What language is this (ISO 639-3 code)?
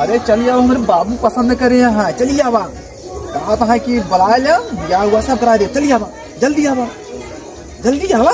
awa